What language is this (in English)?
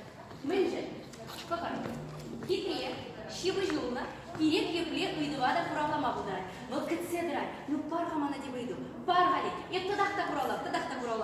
Chuvash